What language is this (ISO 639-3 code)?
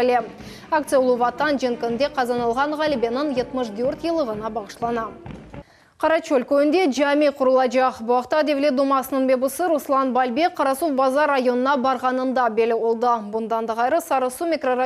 crh